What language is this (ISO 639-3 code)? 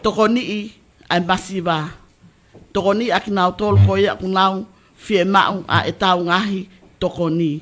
ton